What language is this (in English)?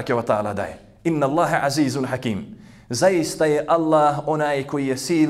Bosnian